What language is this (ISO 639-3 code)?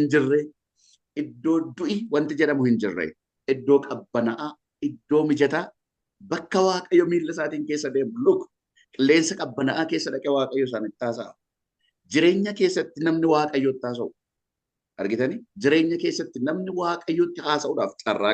orm